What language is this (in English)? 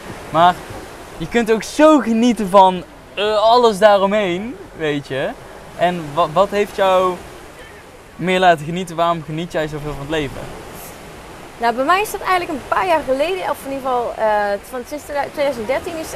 Dutch